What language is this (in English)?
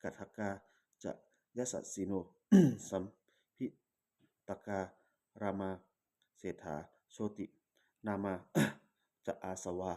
Pali